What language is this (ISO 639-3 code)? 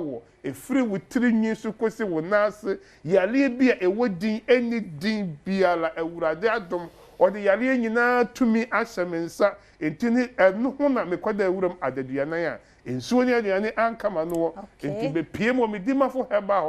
aka